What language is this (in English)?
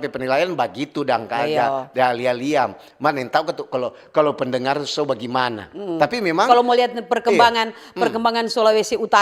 Manado Malay